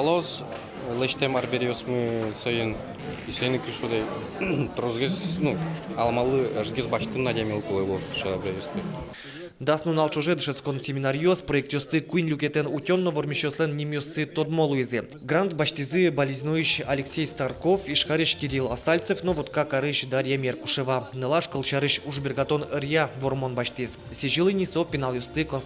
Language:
Udmurt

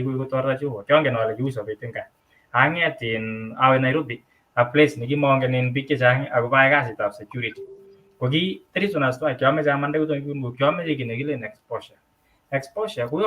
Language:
Kalenjin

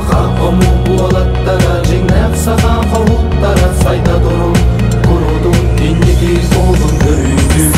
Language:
Yakut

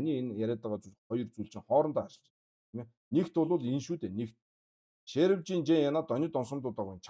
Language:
Mongolian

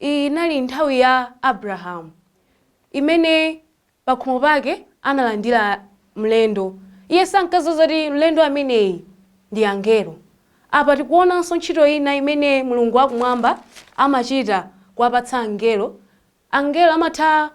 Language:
Nyanja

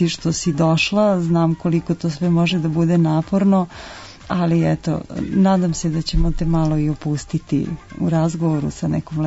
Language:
Serbian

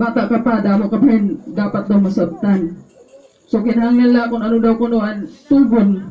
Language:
Waray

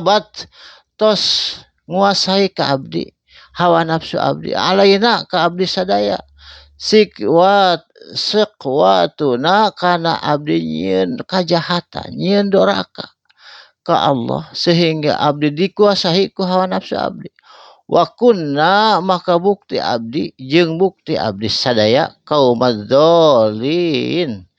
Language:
Sundanese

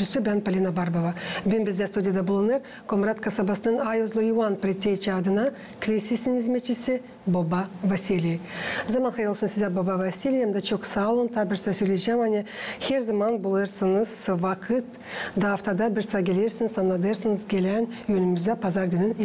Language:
Gagauz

